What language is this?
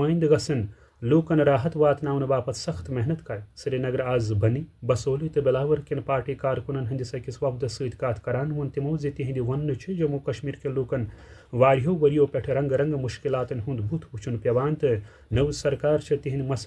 Kashmiri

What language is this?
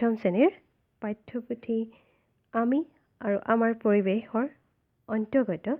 Assamese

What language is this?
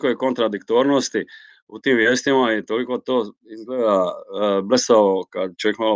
Croatian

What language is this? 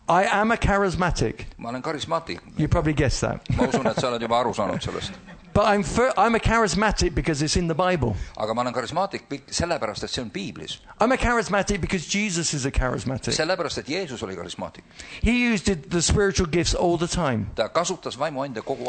Estonian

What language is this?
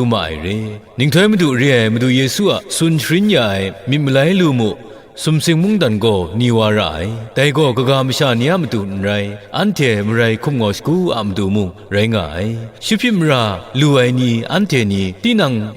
Kachin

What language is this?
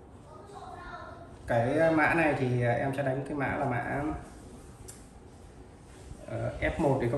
Vietnamese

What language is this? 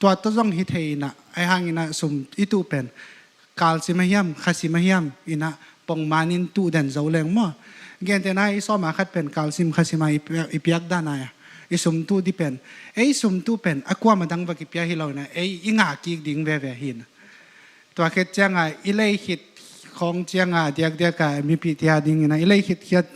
Tedim Chin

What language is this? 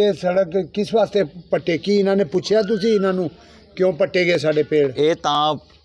Punjabi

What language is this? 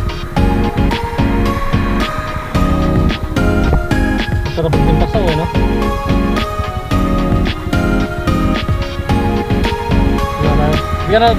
Filipino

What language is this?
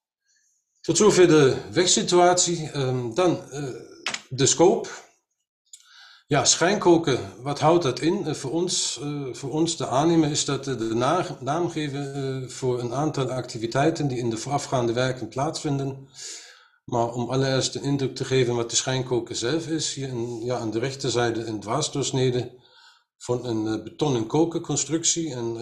Dutch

